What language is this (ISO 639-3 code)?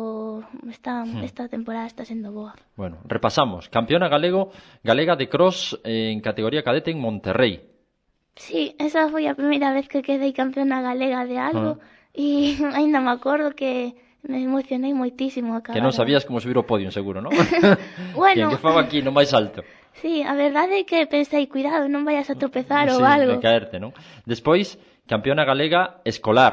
glg